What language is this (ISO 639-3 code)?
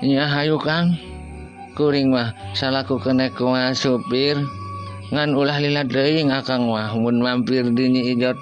sun